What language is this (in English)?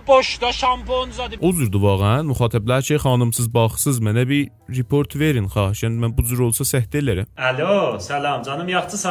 South Azerbaijani